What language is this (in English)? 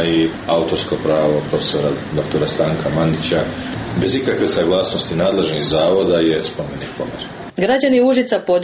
Serbian